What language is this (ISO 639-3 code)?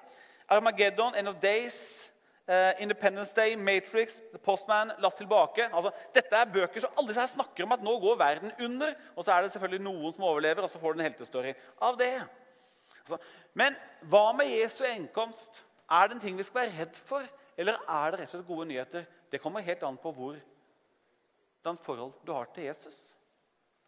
nor